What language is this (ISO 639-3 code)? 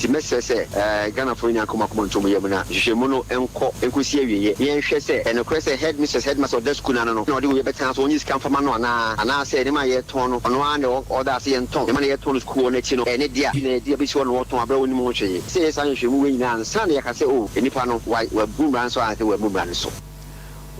aka